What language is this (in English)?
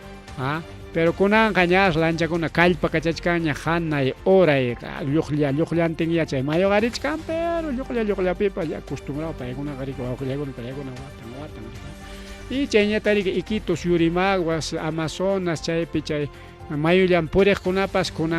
Ayacucho Quechua